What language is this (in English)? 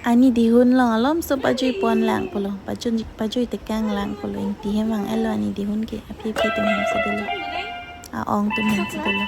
Karbi